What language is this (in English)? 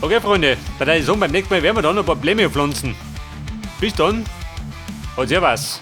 Bavarian